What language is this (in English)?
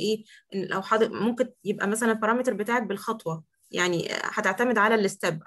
Egyptian Arabic